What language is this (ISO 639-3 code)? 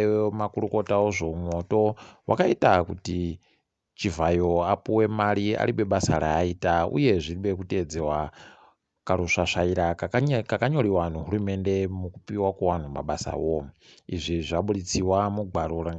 ndc